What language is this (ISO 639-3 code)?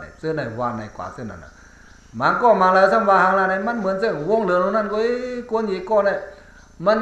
shn